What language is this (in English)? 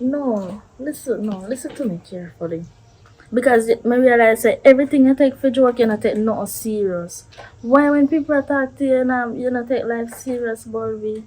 Jamaican Creole English